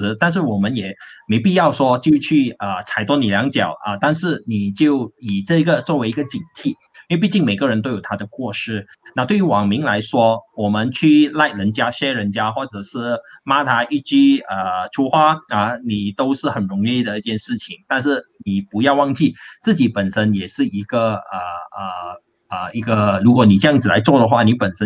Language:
Chinese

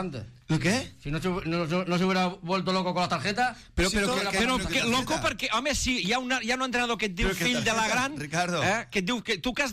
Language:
Catalan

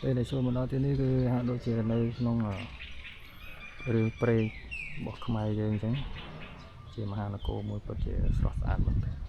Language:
Khmer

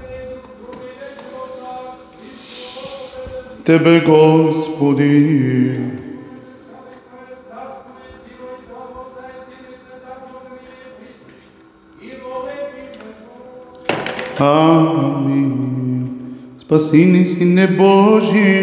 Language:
Bulgarian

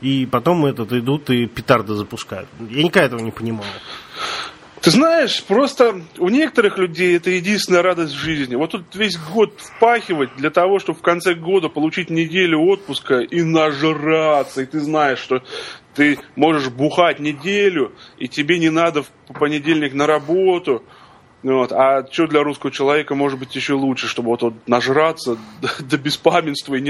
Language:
Russian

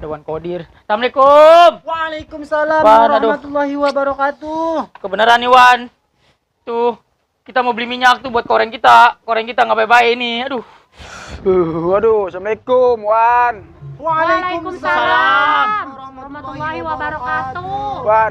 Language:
Betawi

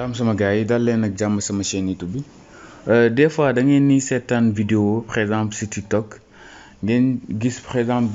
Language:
Wolof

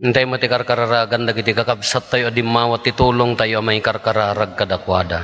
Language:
Iloko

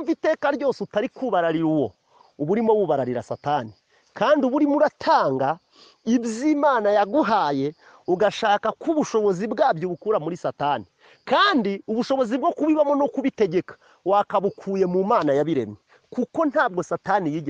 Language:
Kinyarwanda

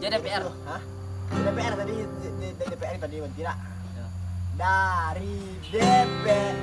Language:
Minangkabau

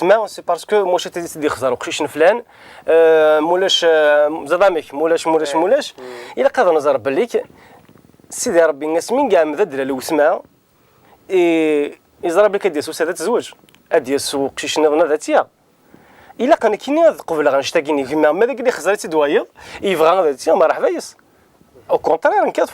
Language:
Kabyle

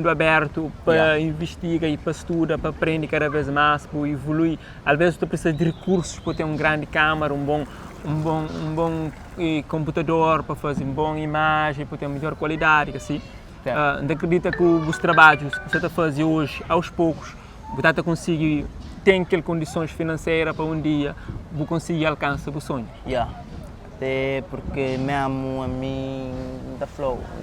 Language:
Kabuverdianu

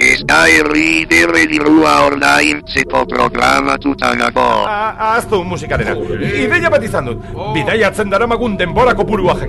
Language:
Basque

